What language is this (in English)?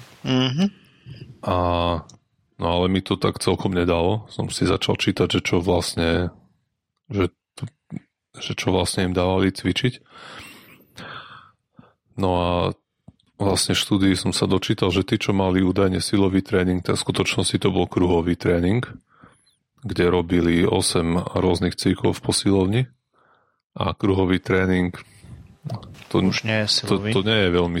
Slovak